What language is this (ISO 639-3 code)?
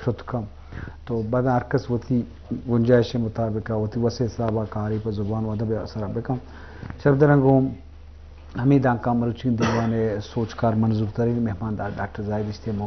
bgp